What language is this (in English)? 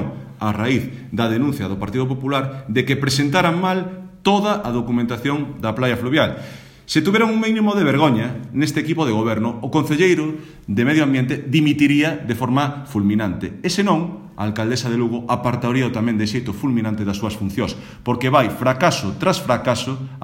Galician